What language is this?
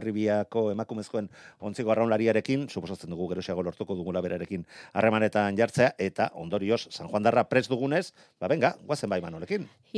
Basque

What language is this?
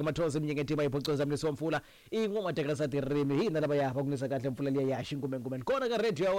Tsonga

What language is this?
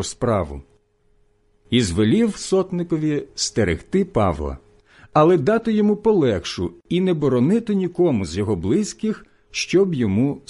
Ukrainian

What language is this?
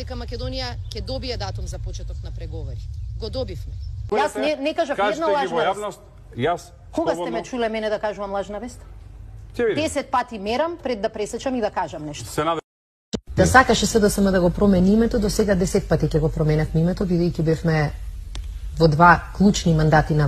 Macedonian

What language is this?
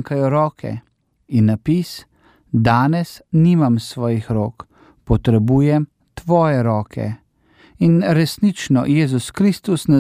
Slovenian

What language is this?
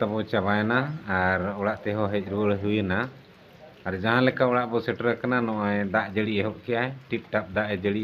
Santali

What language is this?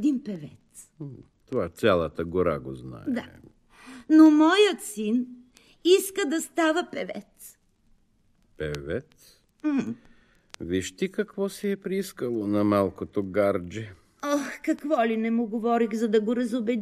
Bulgarian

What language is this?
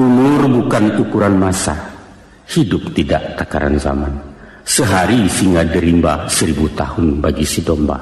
Minangkabau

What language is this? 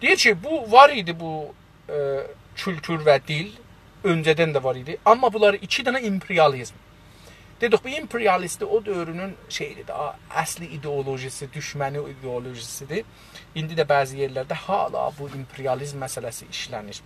South Azerbaijani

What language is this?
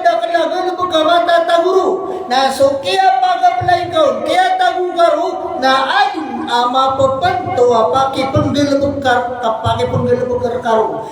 Maranao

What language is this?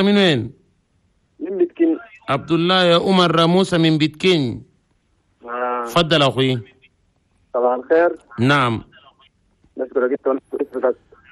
Chadian Arabic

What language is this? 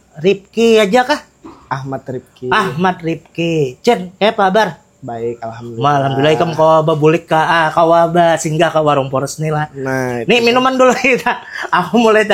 Banjar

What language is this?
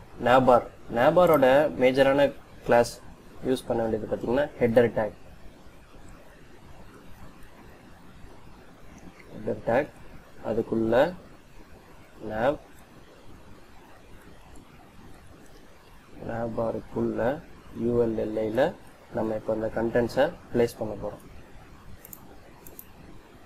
Tamil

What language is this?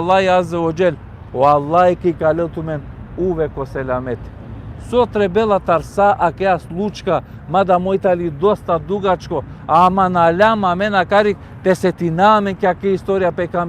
Balkan Romani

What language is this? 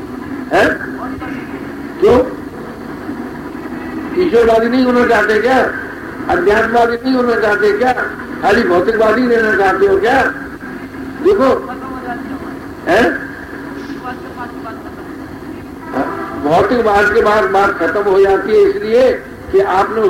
Hindi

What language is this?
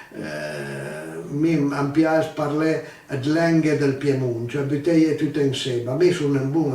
Piedmontese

